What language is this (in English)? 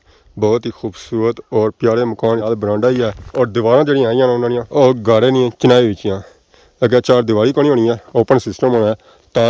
Pahari-Potwari